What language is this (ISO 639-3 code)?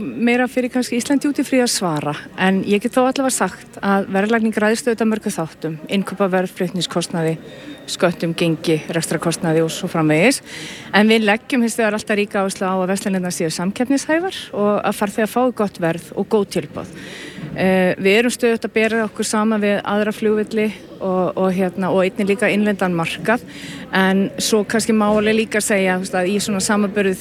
isl